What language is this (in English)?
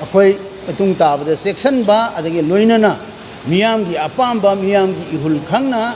Manipuri